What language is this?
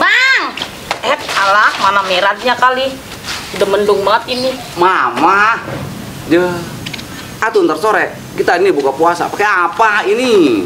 Betawi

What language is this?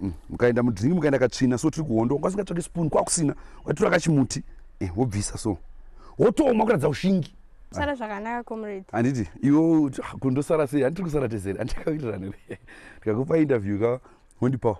Shona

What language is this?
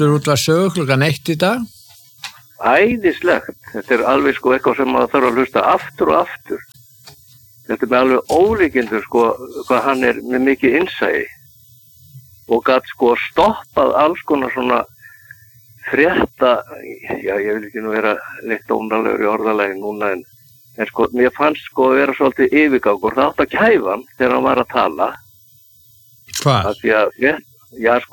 Icelandic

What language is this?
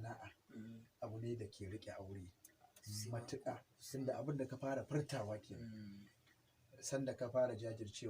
Hausa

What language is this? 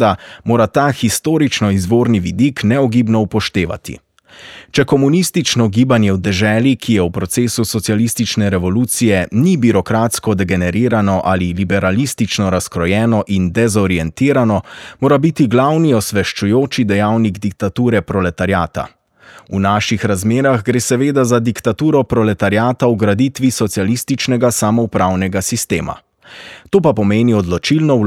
Slovenian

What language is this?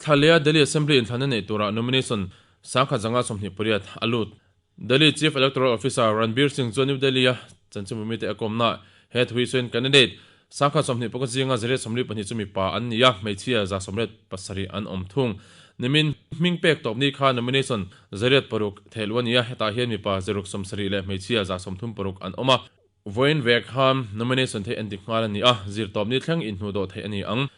Mizo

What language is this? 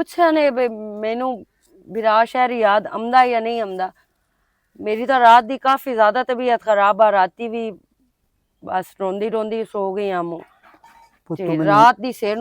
Western Panjabi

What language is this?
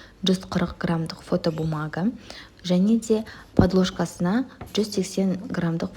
Kazakh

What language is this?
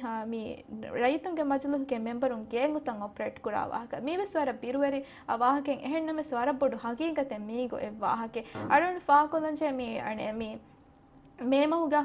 Divehi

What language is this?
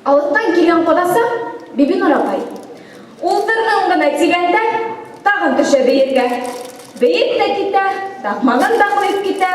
Bashkir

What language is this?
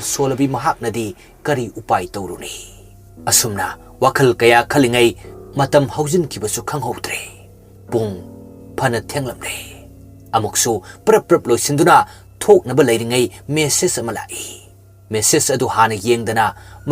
Manipuri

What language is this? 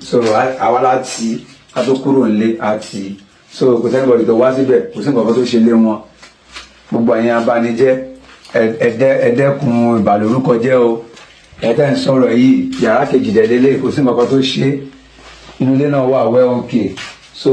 Yoruba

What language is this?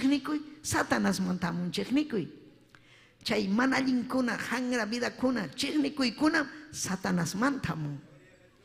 Ayacucho Quechua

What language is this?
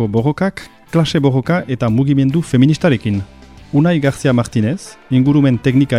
Basque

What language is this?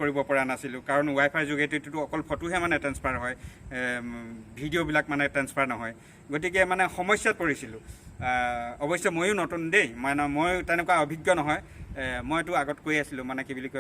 Assamese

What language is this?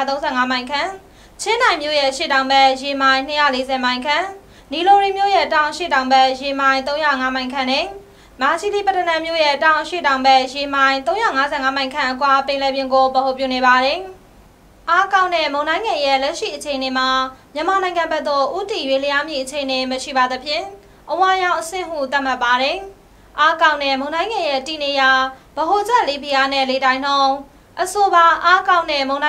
Burmese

